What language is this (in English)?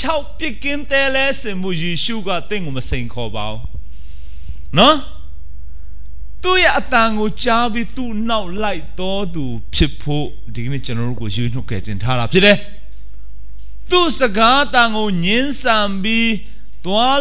Burmese